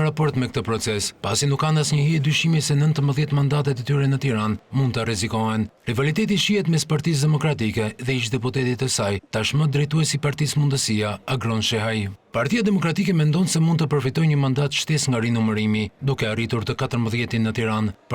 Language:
Albanian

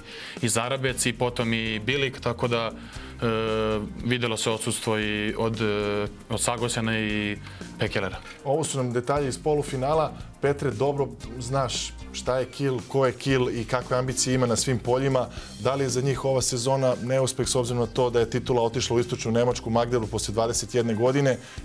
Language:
Serbian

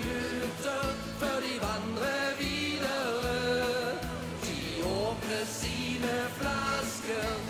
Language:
Norwegian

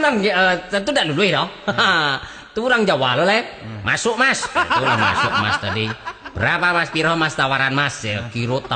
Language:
Minangkabau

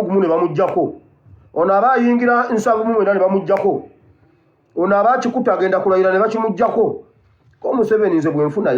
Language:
Ganda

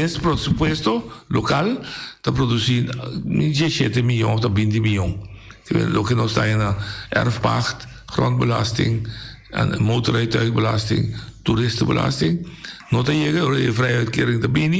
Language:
Papiamento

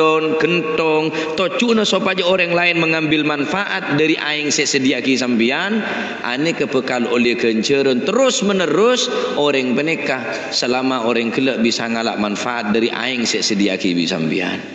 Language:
Madurese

